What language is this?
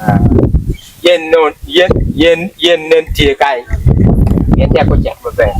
Acoli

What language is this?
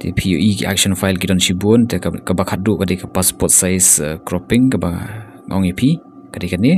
Khasi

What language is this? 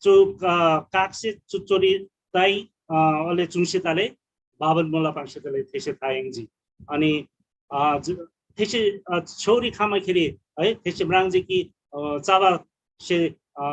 Eastern Tamang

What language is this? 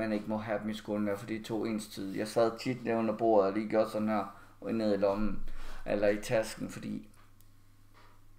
Danish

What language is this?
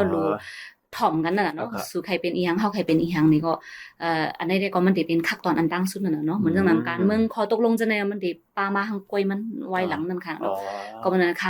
Shan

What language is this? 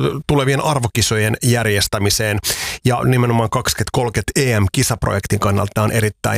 Finnish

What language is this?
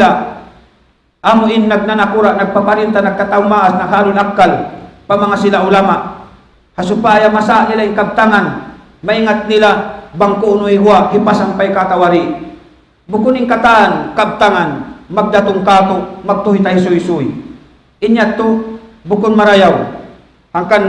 Tausug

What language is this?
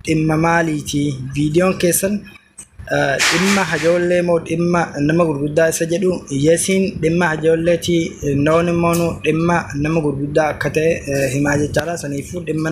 Oromo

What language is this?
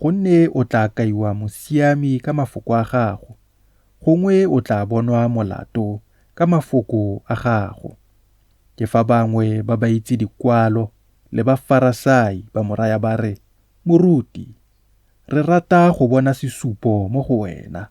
Tswana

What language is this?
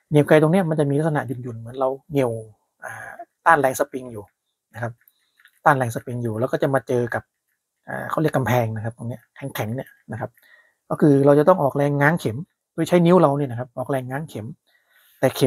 Thai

